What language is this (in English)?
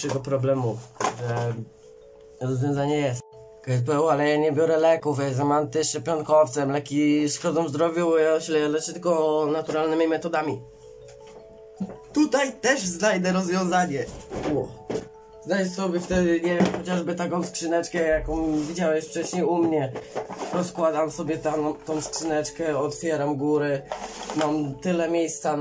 Polish